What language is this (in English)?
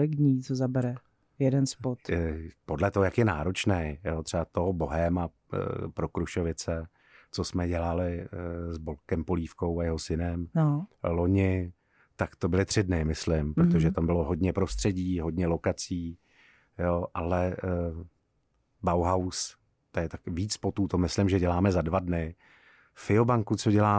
Czech